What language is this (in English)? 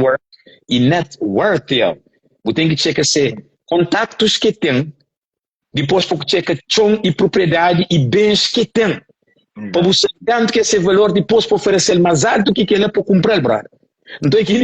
Kabuverdianu